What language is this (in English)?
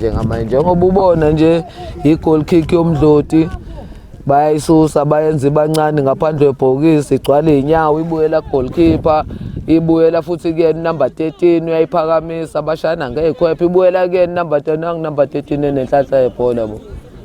Zulu